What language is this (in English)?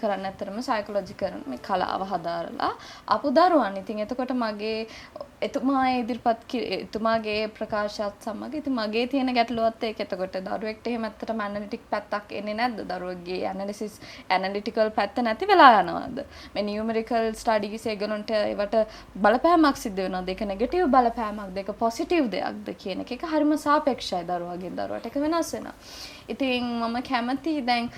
Sinhala